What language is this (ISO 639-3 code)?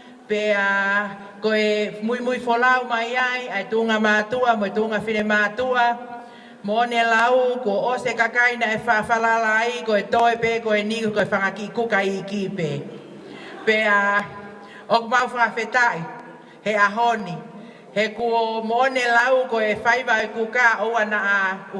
ton